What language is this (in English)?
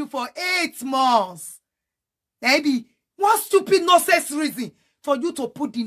Nigerian Pidgin